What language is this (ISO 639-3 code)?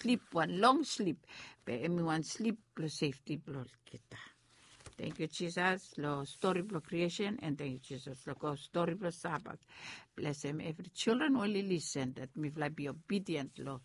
bis